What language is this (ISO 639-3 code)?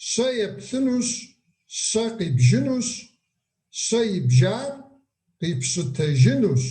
kbd